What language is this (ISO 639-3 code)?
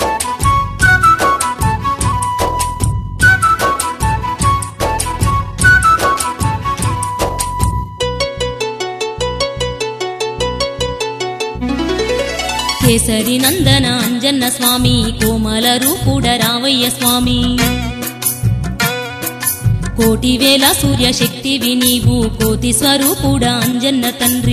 tel